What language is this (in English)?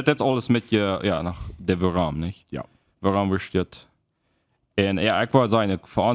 Plautdietsch